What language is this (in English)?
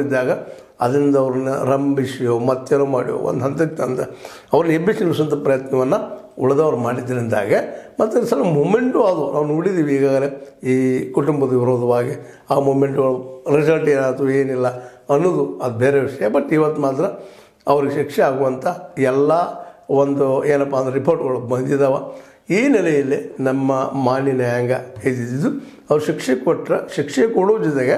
Kannada